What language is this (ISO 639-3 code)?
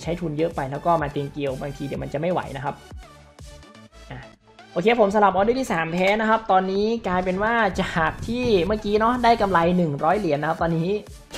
tha